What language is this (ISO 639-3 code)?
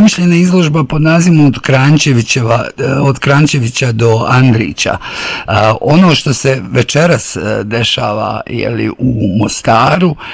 bos